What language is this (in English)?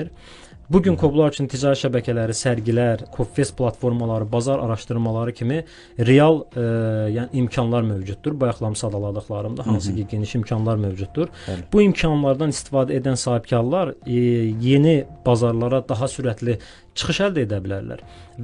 Azerbaijani